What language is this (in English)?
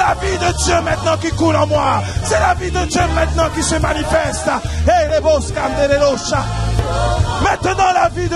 French